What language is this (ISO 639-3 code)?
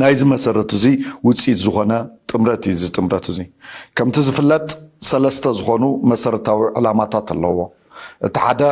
tir